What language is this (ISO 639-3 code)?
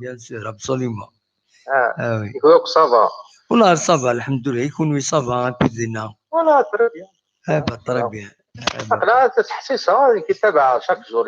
kab